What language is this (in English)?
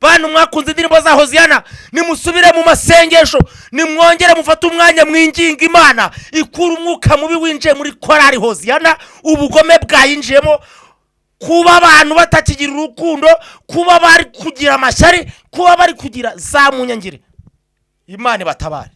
Kinyarwanda